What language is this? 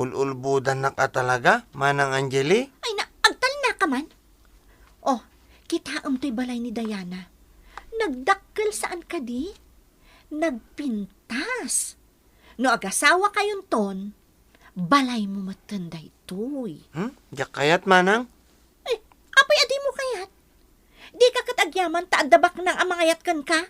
Iloko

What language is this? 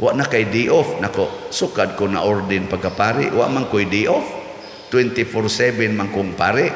Cebuano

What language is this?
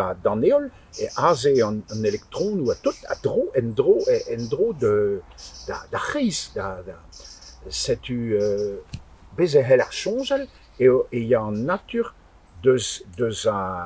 Breton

